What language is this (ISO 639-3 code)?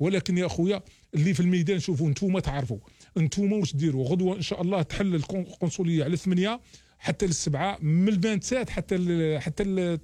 arq